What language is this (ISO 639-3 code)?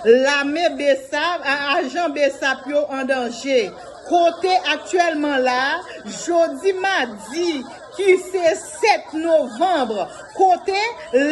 hat